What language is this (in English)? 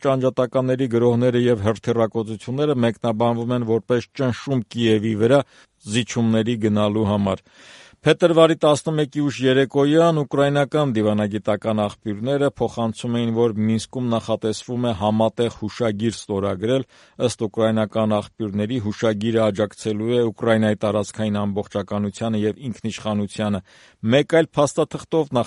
Armenian